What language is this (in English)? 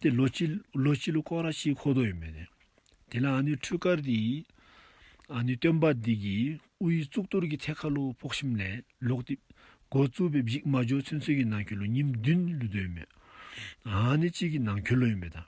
Dzongkha